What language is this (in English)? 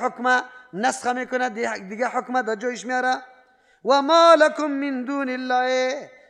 Persian